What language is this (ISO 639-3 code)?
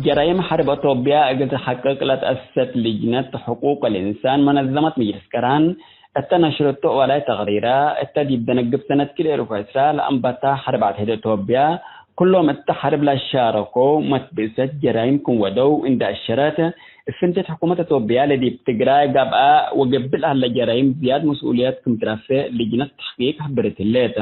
tig